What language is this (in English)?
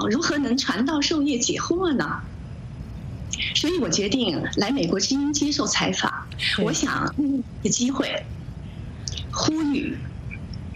Chinese